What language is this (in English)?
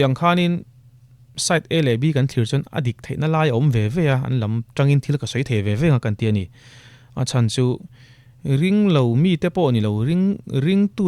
Mizo